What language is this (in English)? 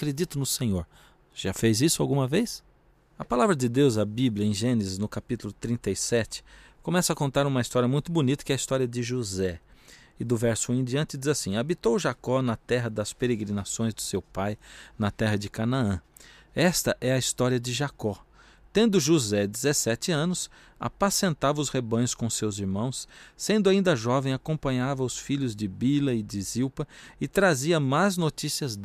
Portuguese